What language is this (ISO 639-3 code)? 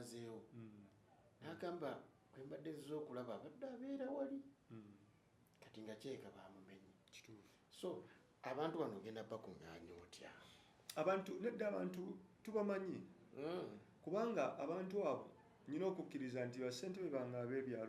lug